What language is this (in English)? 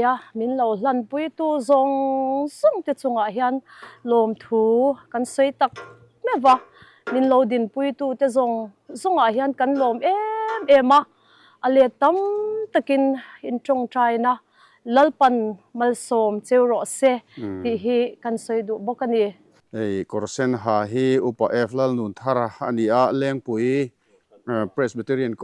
Mizo